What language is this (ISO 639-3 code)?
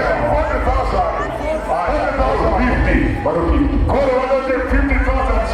luo